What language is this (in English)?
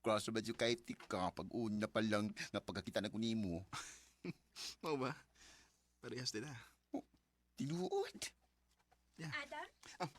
Cebuano